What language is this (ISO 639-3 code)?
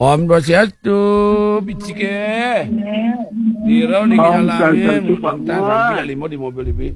ban